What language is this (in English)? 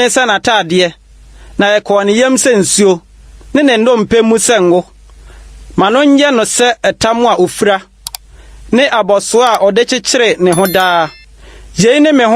Akan